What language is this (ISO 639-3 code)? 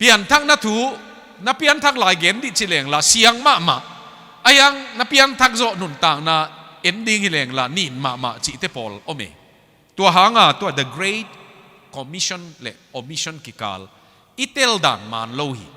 ctd